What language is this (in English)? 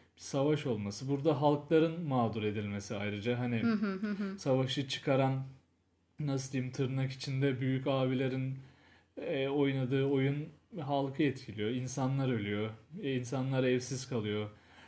Turkish